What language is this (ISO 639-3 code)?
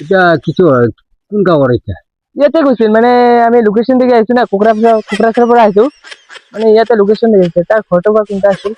asm